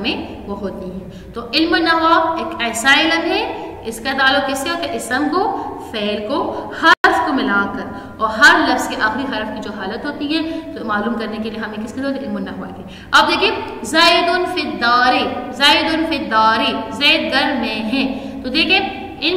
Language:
Urdu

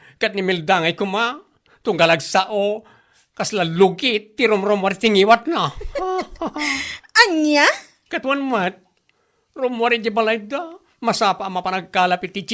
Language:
Iloko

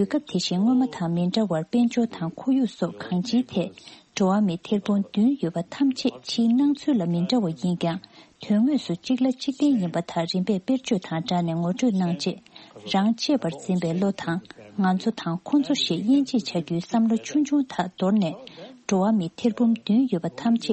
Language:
Tibetan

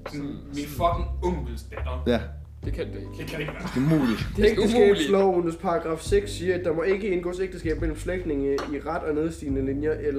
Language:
Danish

